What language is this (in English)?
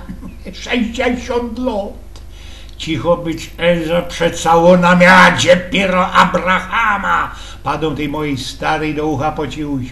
Silesian